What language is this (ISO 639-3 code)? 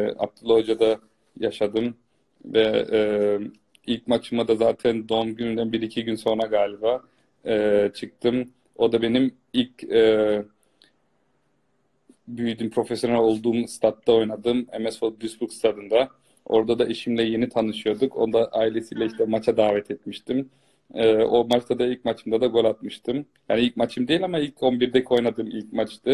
tur